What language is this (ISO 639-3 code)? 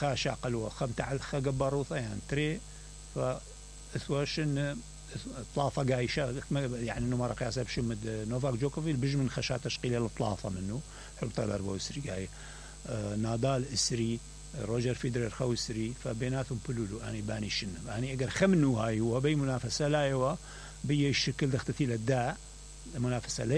acm